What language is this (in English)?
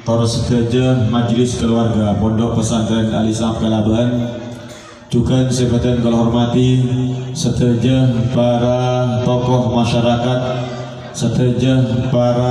Madurese